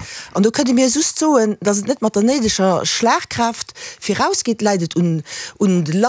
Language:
Luxembourgish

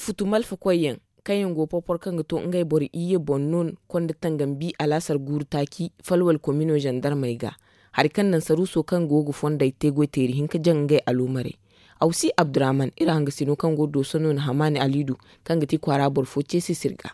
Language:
Zarma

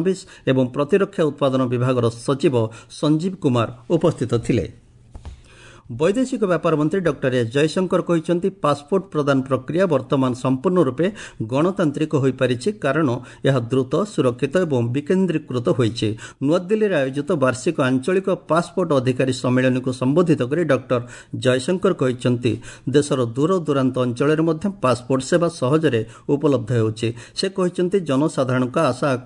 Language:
Odia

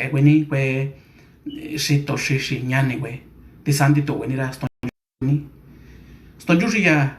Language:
Mixtepec Mixtec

